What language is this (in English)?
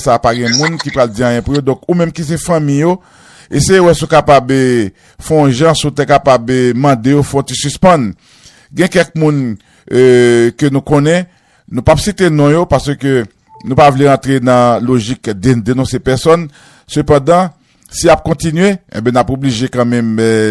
Haitian Creole